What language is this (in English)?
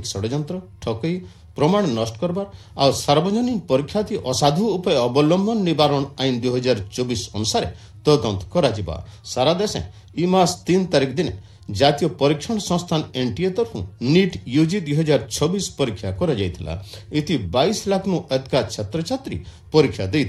Odia